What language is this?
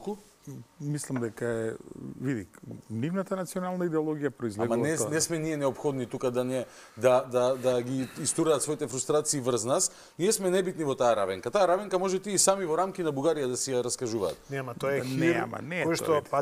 Macedonian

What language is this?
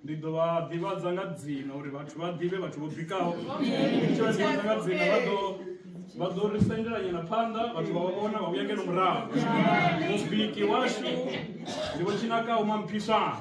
Venda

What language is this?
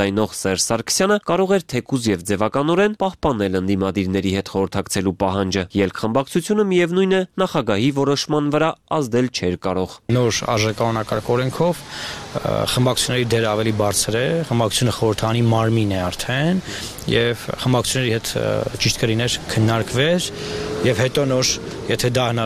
Armenian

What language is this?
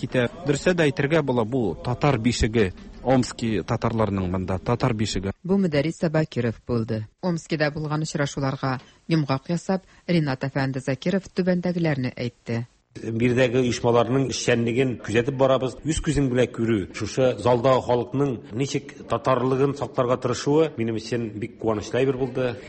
Tatar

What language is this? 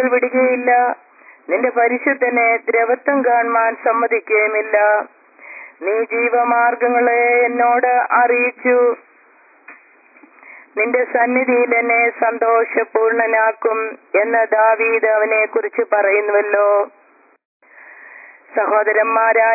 Malayalam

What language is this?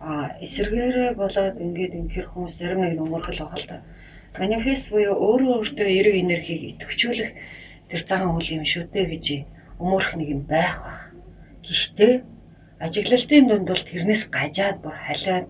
Mongolian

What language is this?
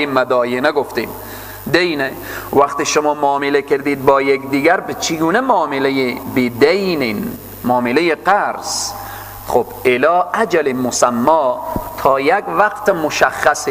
Persian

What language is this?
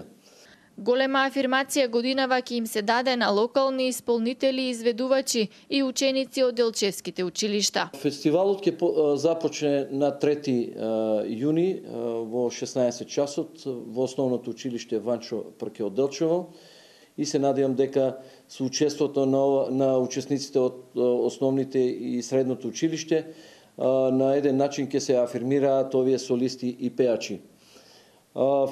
Macedonian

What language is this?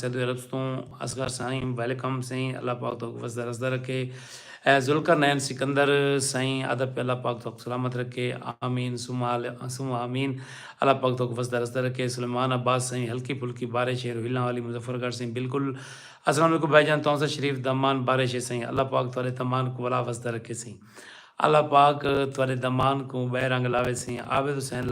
Saraiki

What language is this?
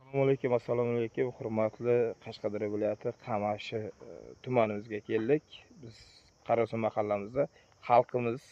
Uzbek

